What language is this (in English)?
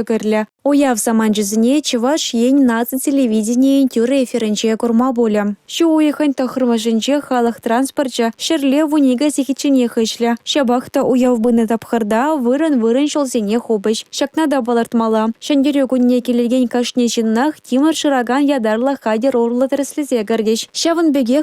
Chuvash